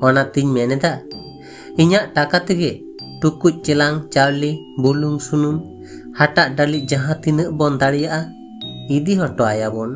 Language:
Santali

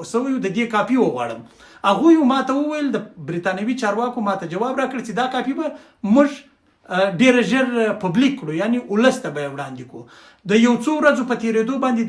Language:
Pashto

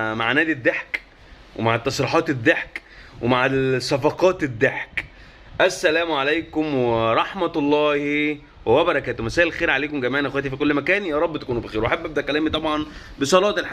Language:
Egyptian Arabic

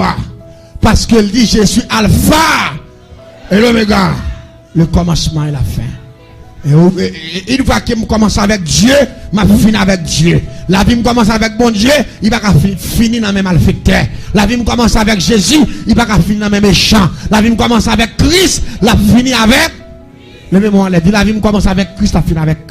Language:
Haitian Creole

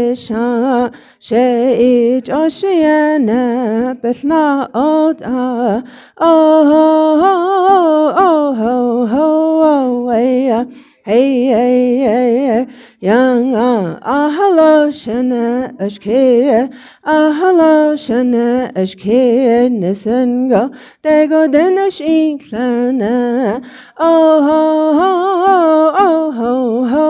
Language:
Navajo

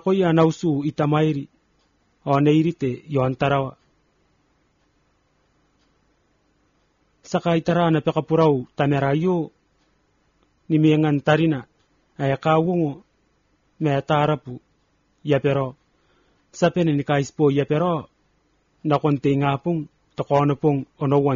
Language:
Gilbertese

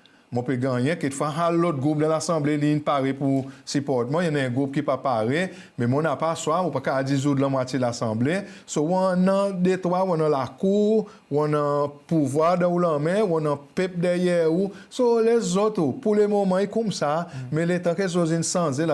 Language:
Seselwa Creole French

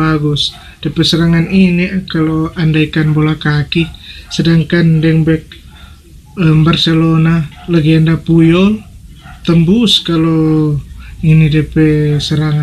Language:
Manado Malay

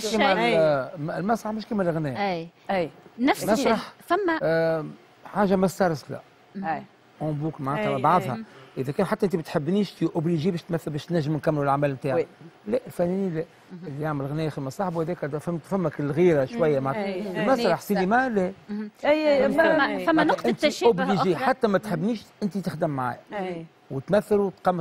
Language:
Tunisian Arabic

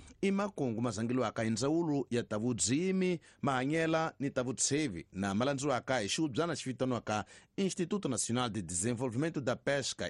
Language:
Tsonga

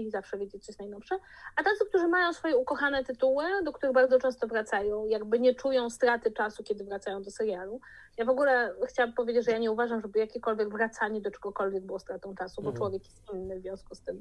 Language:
Polish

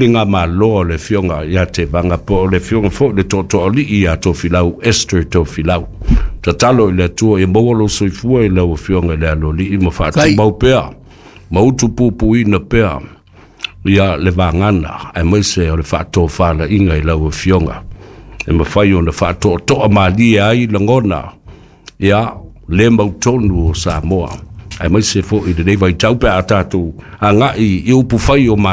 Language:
Samoan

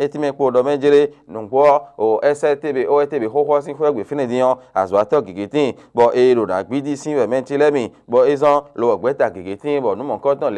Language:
Fon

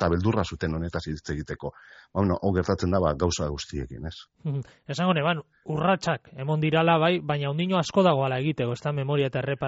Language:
Basque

